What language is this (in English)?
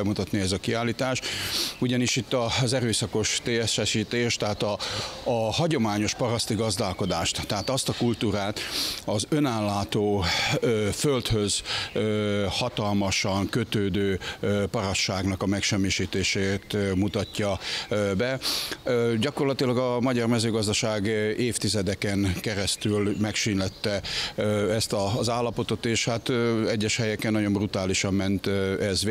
Hungarian